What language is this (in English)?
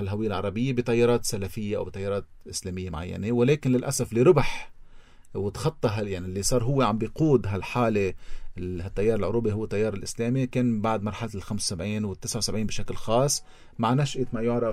North Levantine Arabic